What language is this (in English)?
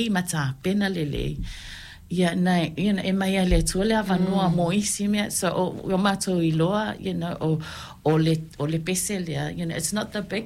Samoan